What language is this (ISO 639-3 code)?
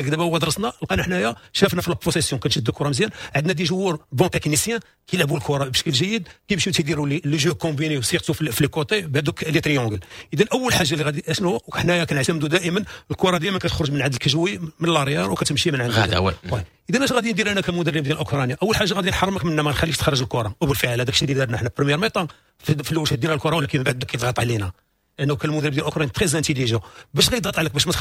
ary